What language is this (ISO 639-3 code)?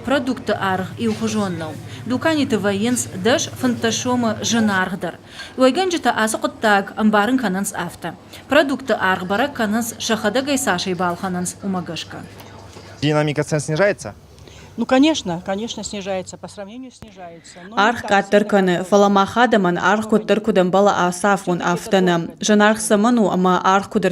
oss